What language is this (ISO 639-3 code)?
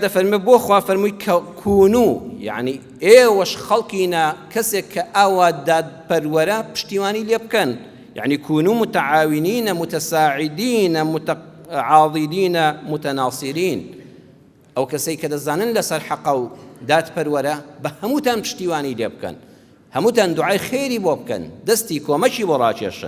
ckb